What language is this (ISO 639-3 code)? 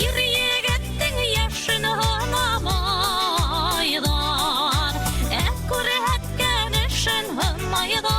bak